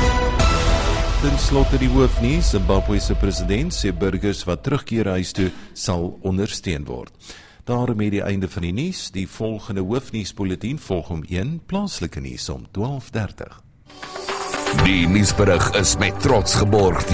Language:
Afrikaans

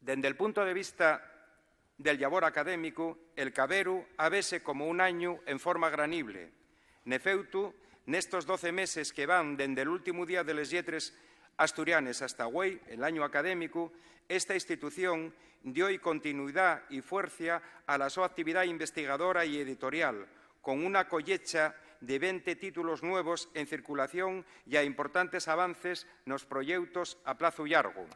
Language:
Asturian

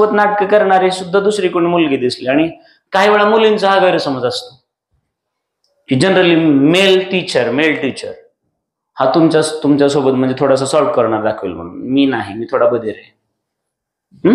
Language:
Marathi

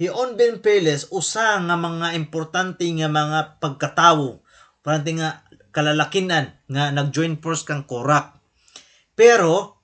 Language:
Waray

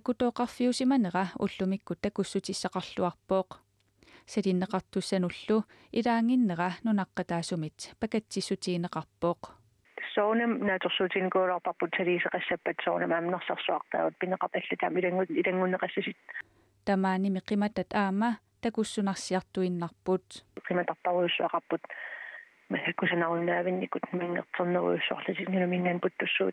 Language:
Kalaallisut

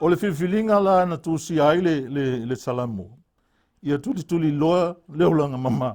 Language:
Samoan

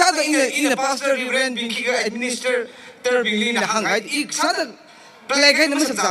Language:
Tangkhul Naga (India)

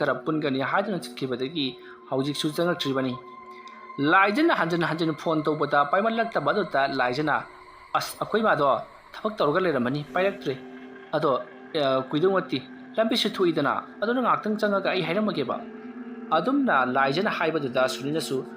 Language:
Manipuri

